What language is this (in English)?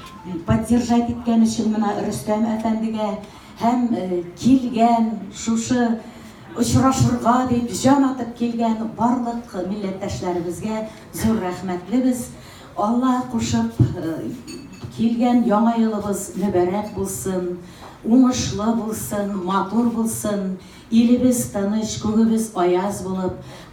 Tatar